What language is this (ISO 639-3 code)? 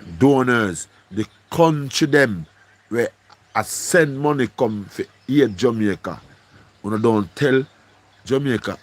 jam